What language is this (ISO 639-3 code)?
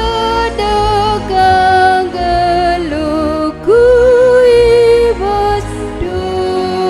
btx